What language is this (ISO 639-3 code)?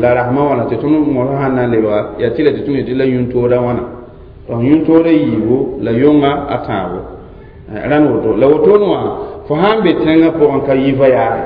mos